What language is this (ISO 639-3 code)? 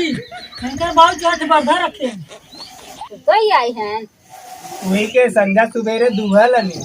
awa